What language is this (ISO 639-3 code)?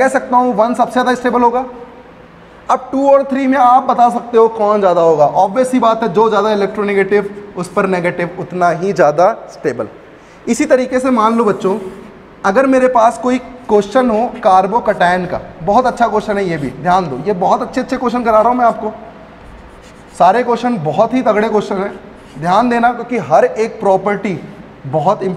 hin